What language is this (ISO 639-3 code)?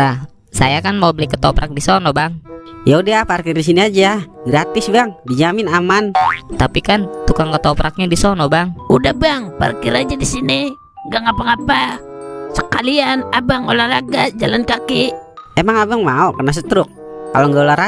bew